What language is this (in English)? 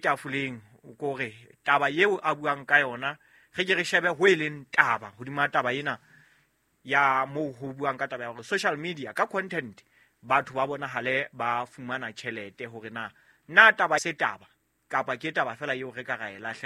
Southern Sotho